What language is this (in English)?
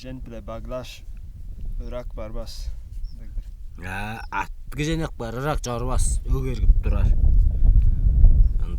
Tuvinian